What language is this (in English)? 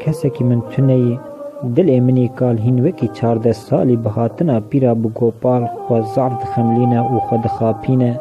Kurdish